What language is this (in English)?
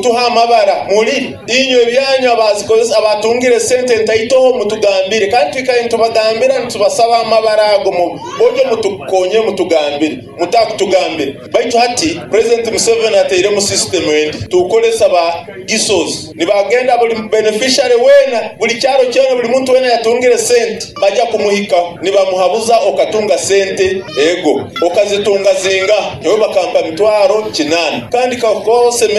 Nyoro